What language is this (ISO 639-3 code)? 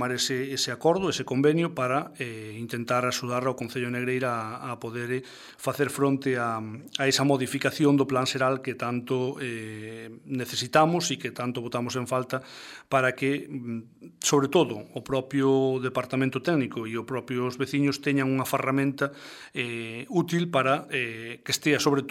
glg